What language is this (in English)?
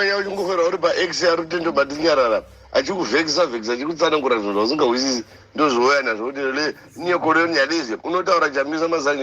Shona